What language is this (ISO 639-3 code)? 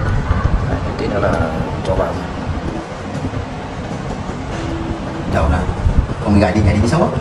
vie